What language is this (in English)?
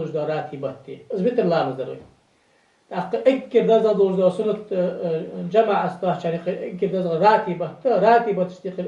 Ingush